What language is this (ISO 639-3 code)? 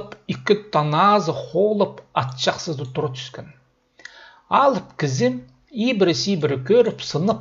kjh